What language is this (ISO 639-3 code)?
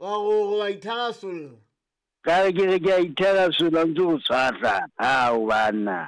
sot